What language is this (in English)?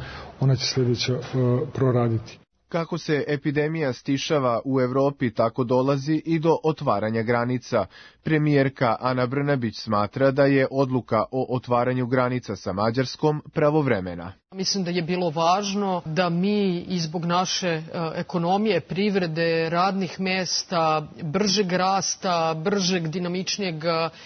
Serbian